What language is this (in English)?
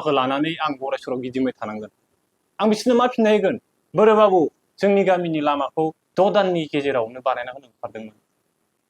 Bodo